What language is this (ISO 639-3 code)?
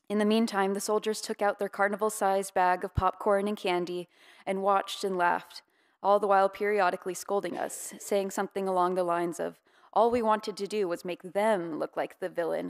eng